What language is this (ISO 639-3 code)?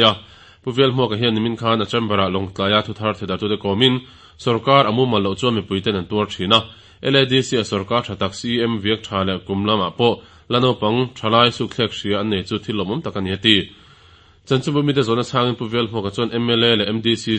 lus